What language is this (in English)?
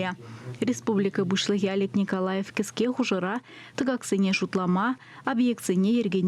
Chuvash